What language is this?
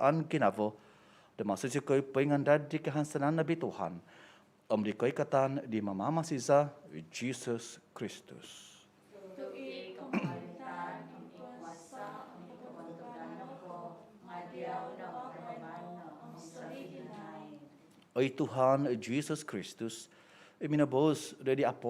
Central Dusun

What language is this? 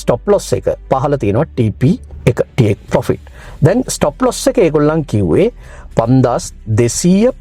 Sinhala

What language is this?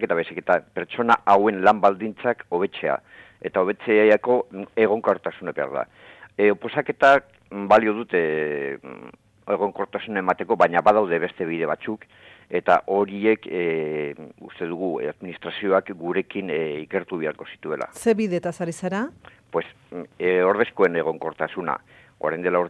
Basque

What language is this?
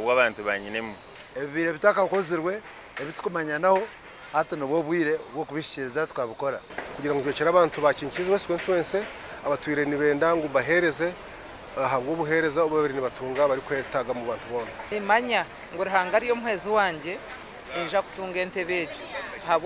Nyankole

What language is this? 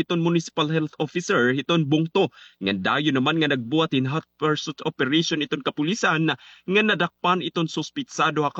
Waray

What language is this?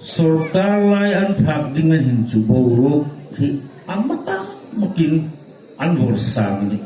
Hmar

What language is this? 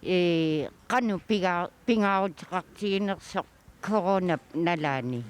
Kalaallisut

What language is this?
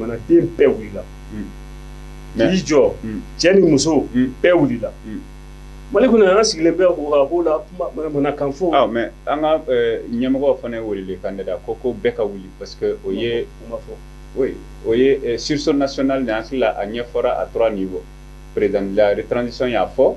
Bambara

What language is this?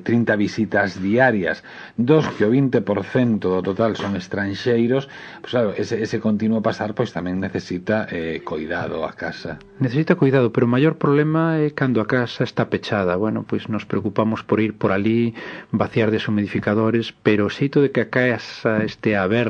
Galician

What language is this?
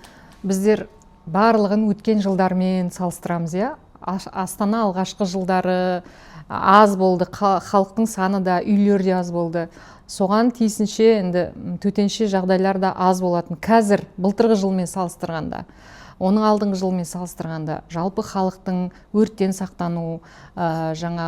Kazakh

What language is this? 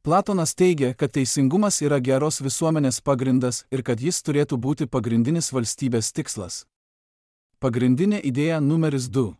Lithuanian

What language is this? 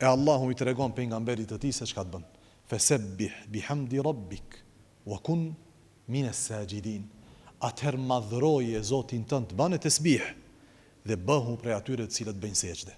Albanian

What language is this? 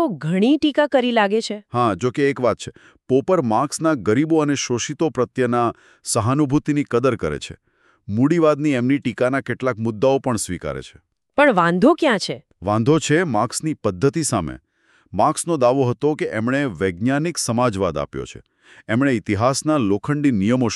Gujarati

